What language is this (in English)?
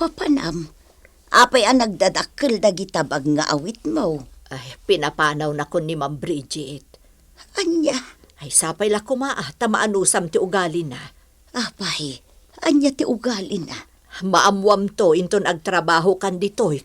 Iloko